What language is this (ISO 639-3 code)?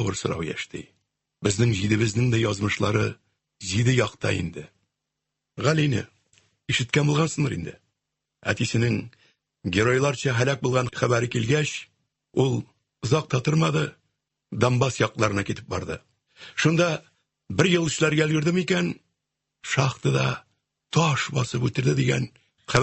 tat